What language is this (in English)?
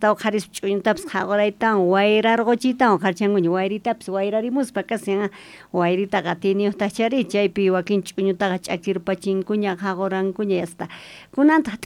South Bolivian Quechua